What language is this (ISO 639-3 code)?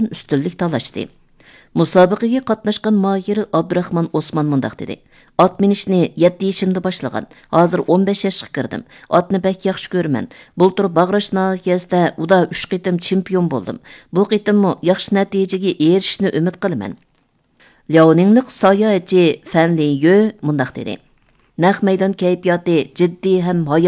uig